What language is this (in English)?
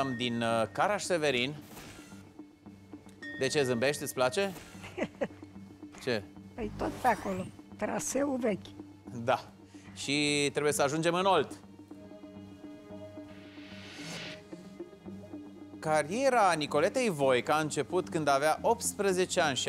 Romanian